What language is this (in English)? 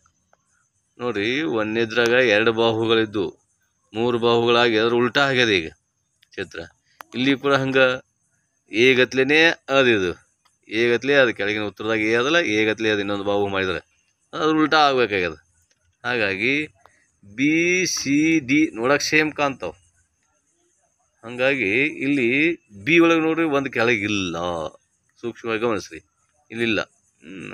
Kannada